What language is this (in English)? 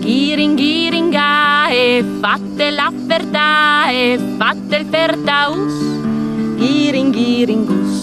Friulian